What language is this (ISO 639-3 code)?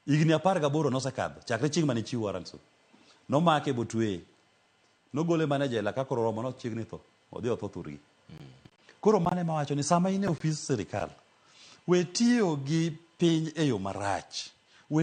luo